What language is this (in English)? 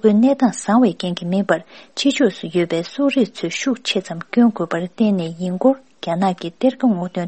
Tibetan